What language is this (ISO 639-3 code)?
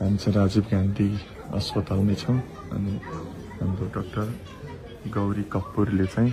nep